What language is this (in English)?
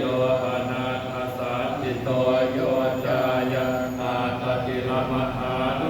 Pali